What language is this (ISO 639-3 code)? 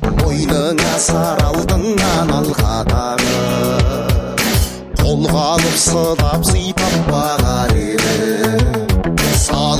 kaz